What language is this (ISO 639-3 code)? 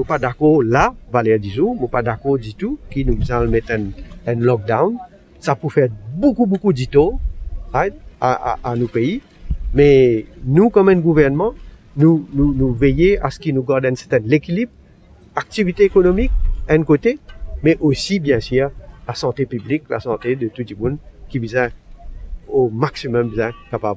mfe